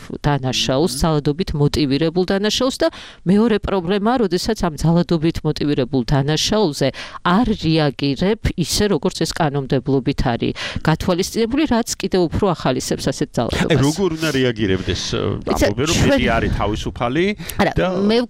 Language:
Georgian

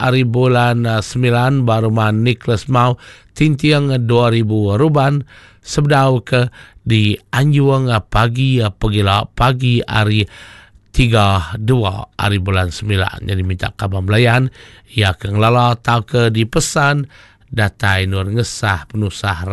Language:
Iban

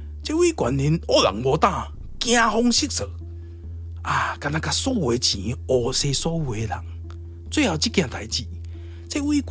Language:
Min Nan Chinese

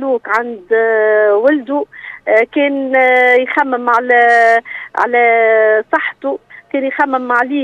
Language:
Tunisian Arabic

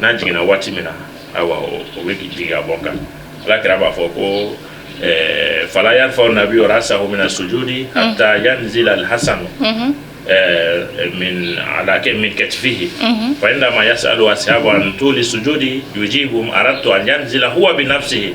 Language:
Bambara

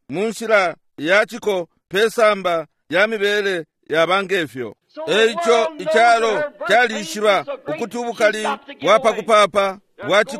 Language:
Bemba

